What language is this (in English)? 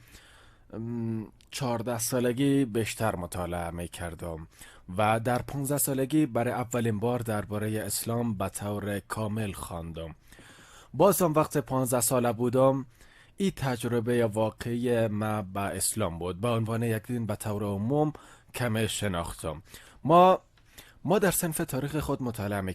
Persian